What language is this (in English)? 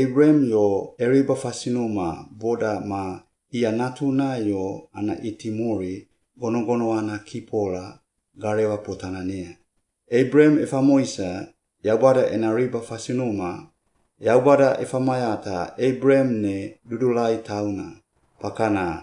Suau